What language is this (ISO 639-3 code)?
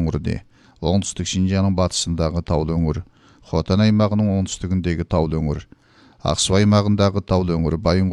kaz